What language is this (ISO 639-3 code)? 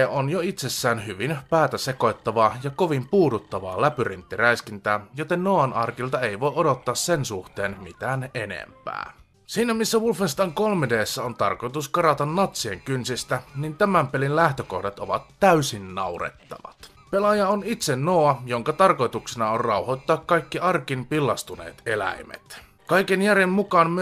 fin